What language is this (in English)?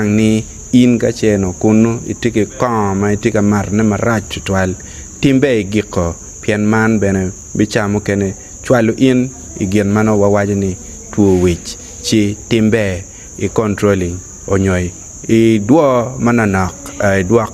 Acoli